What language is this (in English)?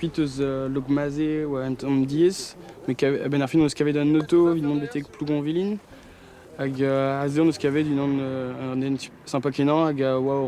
Breton